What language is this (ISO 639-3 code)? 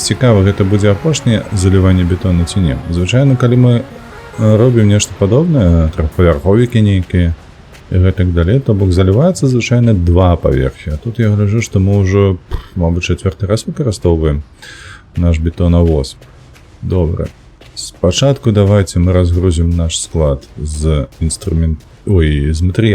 bel